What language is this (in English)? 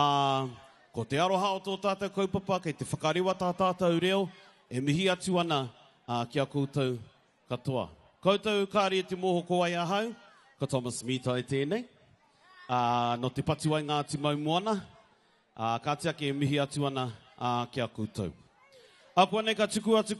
Māori